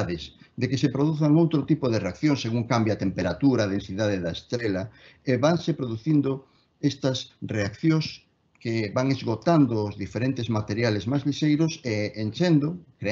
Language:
Galician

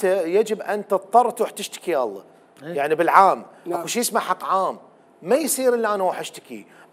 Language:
Mesopotamian Arabic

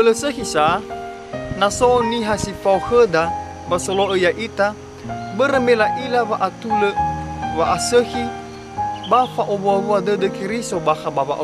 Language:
Nias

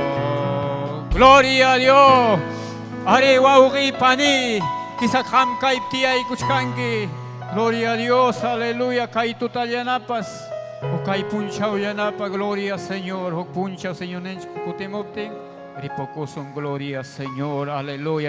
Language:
Ayacucho Quechua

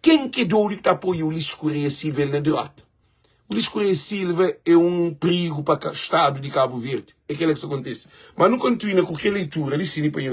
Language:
Kabuverdianu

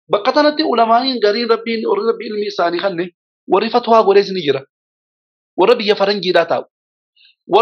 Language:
Oromo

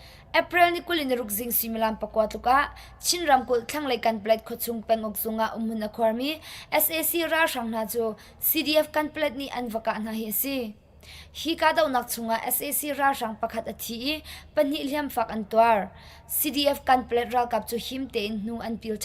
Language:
Hakha Chin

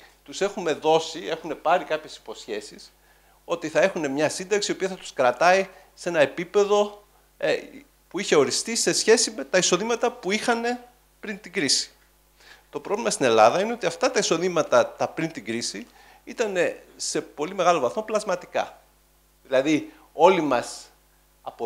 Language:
Greek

